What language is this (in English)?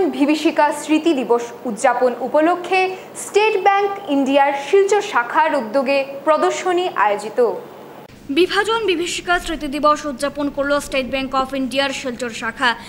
Bangla